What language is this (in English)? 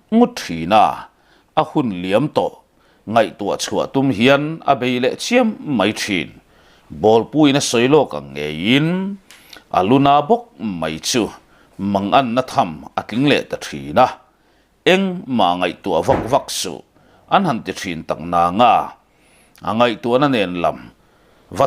Mizo